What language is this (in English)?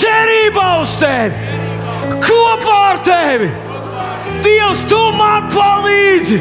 Latvian